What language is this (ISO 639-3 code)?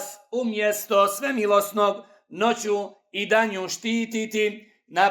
bos